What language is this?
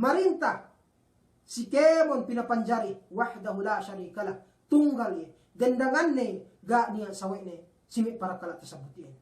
Yakan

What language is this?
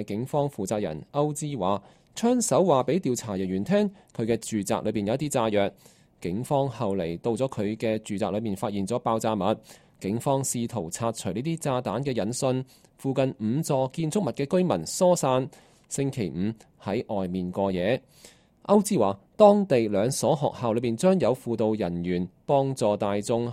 Cantonese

